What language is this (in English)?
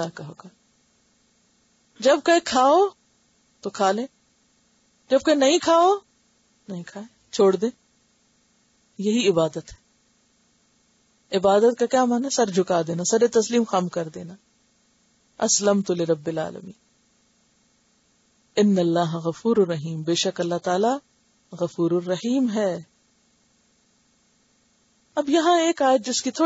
Urdu